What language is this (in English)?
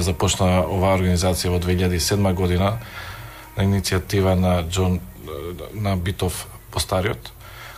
Macedonian